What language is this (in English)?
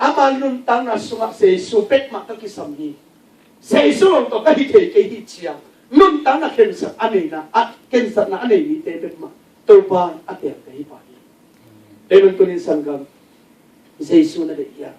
Tedim Chin